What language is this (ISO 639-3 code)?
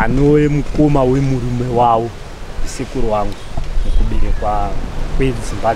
sna